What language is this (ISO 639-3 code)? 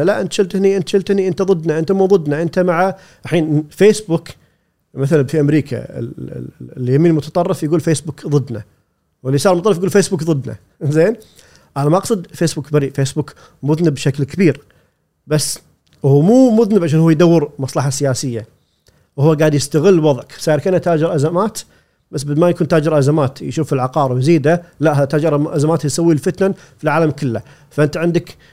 afb